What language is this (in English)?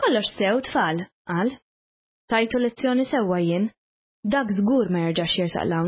Maltese